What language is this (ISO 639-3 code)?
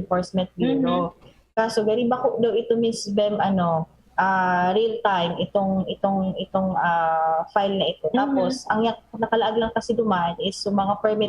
bik